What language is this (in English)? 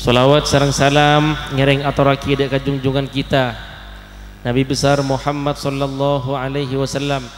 Madurese